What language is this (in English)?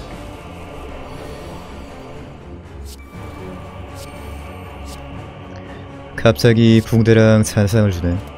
Korean